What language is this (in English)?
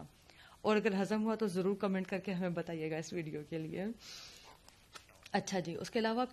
Urdu